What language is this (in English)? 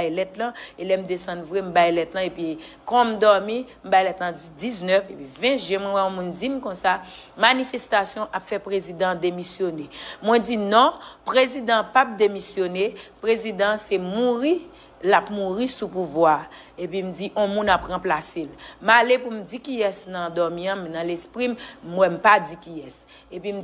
Haitian Creole